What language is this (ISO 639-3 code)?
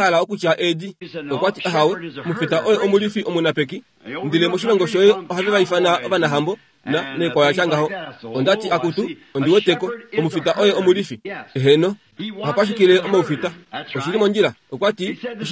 kua